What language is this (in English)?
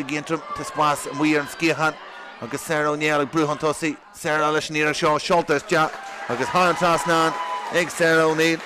Irish